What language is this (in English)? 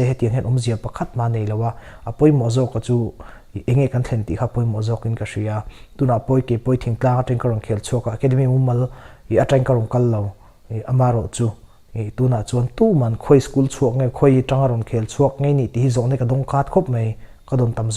Mizo